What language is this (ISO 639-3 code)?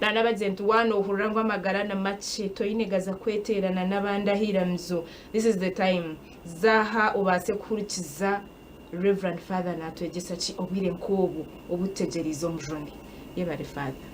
nyn